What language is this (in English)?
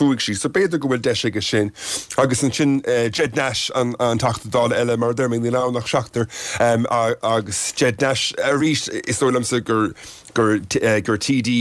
Irish